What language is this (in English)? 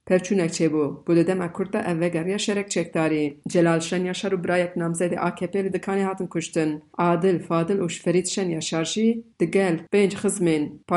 Kurdish